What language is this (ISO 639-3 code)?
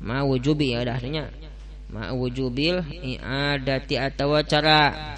sun